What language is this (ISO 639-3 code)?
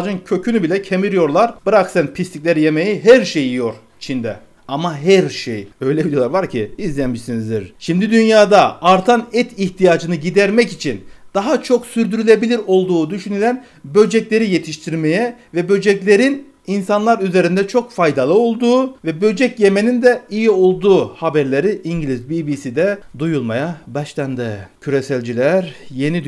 tur